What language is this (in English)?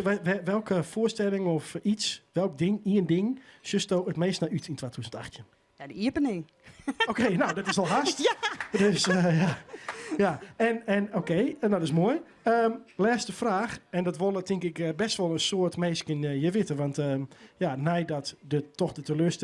Western Frisian